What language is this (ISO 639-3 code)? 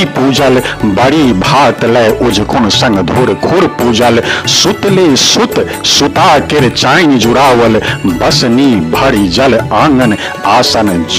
mai